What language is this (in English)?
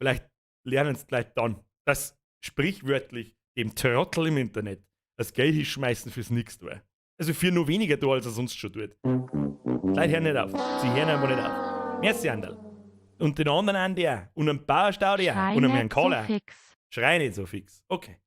Bavarian